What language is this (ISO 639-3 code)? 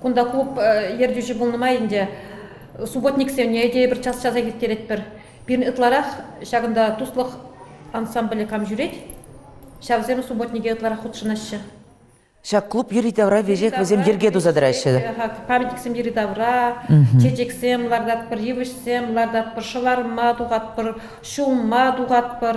chv